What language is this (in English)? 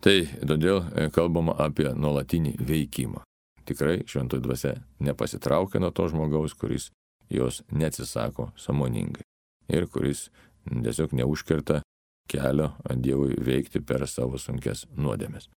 Lithuanian